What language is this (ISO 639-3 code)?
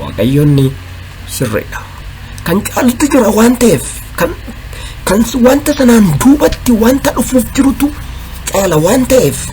orm